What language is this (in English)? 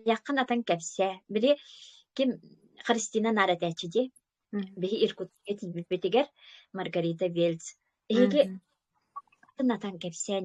Yakut